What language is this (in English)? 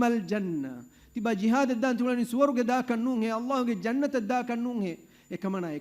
Divehi